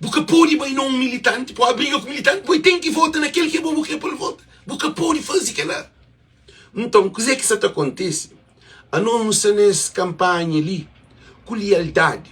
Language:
Kabuverdianu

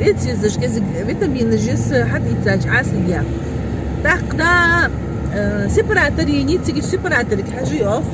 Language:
Ingush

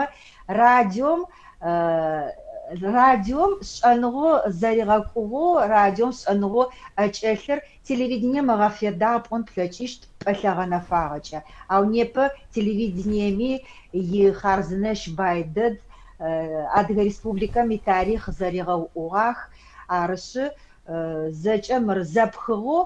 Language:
Adyghe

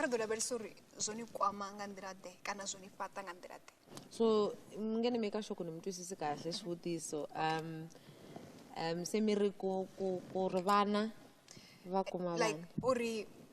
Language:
Venda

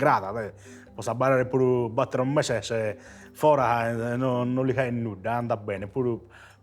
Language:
Sardinian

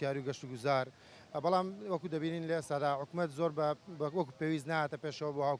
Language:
Central Kurdish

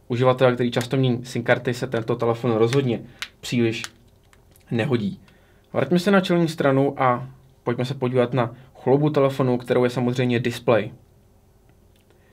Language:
Czech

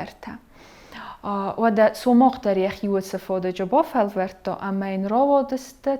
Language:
Ossetic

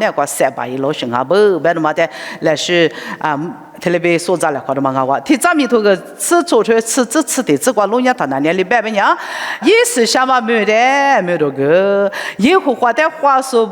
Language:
Lisu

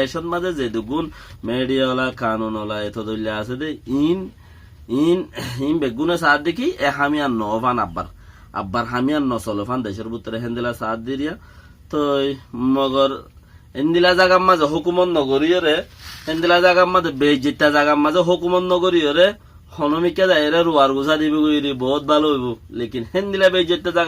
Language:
Rohingya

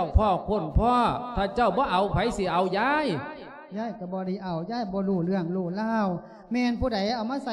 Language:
Lao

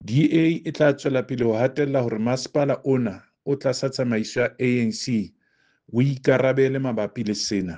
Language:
Southern Sotho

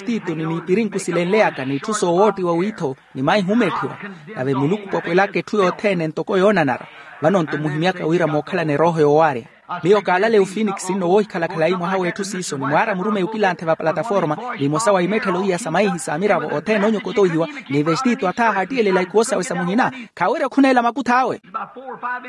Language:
Makhuwa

